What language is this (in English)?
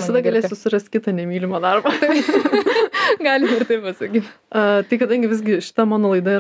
Lithuanian